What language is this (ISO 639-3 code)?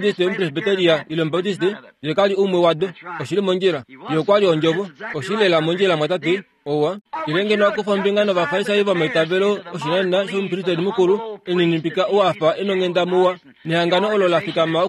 kua